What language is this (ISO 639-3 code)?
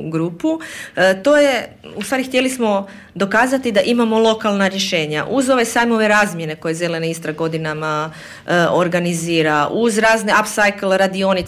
hrv